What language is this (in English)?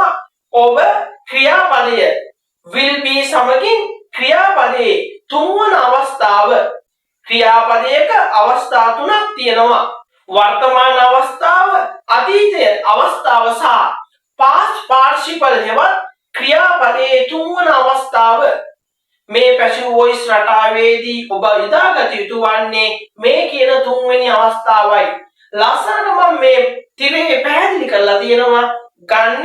Sinhala